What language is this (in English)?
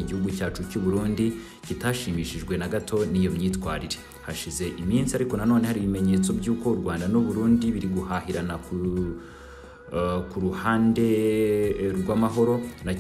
Kinyarwanda